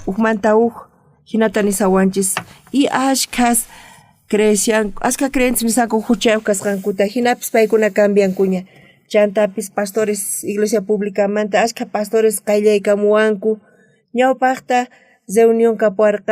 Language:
South Bolivian Quechua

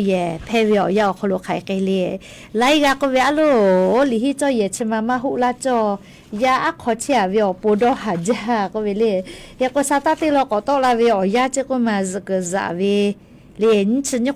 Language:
Lahu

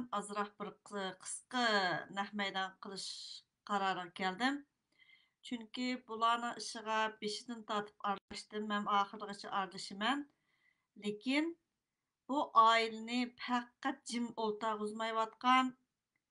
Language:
Uyghur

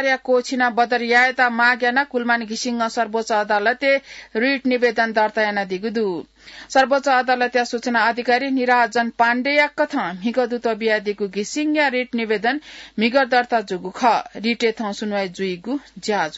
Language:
Newari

